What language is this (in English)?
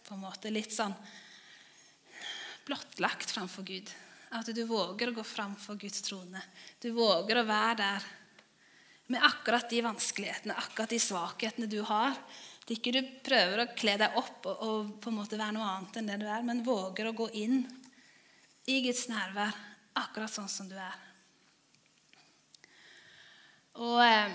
Norwegian